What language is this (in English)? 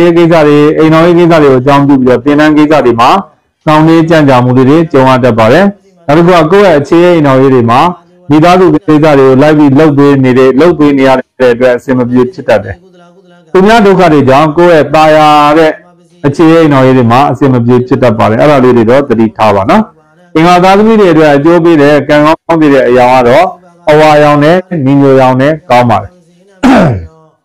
Burmese